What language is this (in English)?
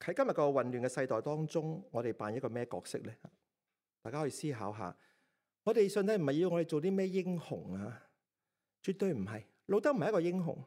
Cantonese